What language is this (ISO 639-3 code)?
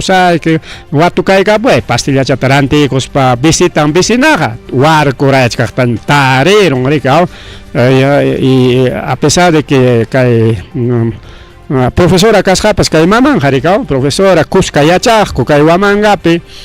quy